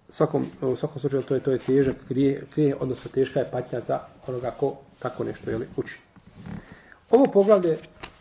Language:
Bosnian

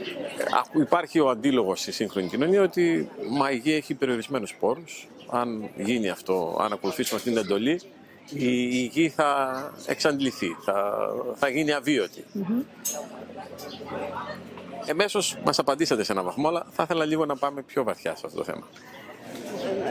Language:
Greek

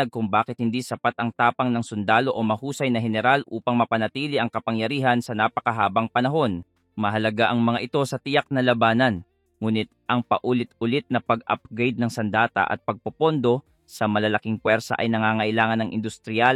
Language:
Filipino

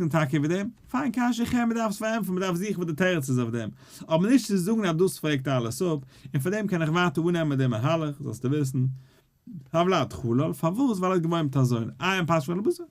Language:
Yiddish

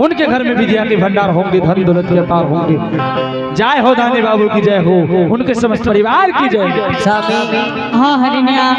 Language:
Angika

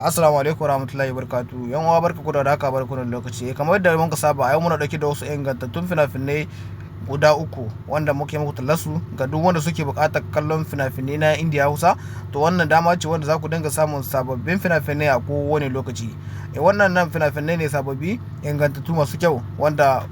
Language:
Hausa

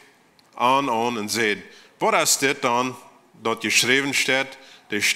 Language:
Plautdietsch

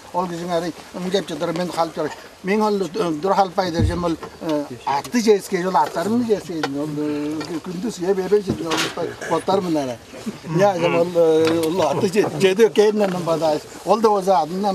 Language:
Tuvinian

